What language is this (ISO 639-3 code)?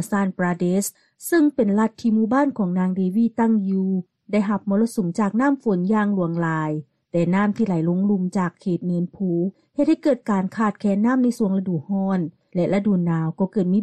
lao